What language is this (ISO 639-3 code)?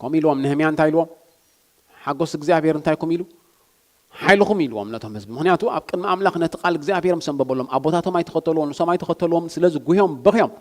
tir